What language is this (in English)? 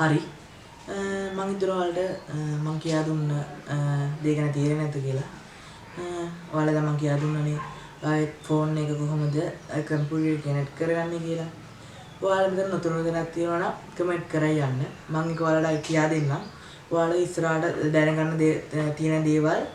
Sinhala